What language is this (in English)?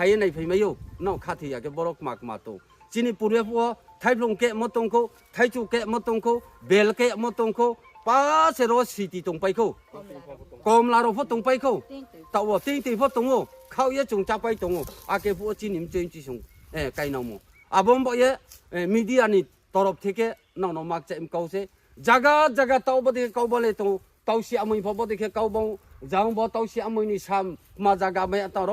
Riang (India)